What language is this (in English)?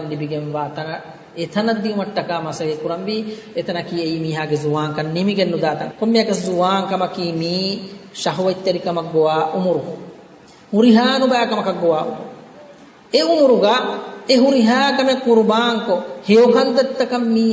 Divehi